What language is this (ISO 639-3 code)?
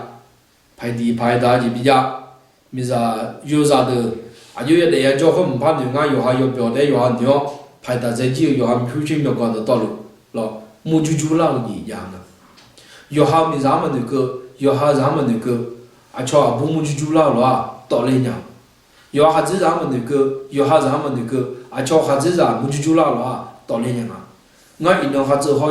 ahk